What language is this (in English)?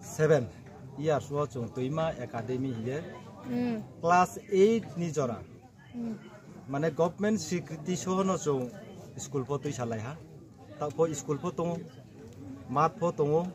Riang (India)